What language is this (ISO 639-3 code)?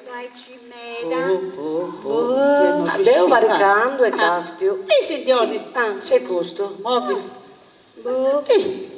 srd